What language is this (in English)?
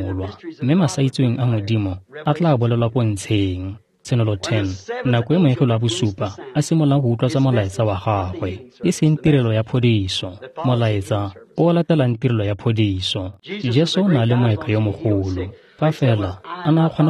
Tswana